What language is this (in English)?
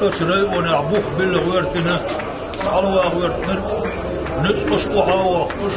Chechen